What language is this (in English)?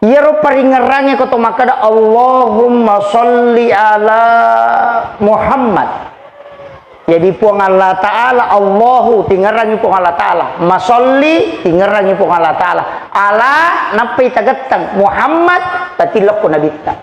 Buginese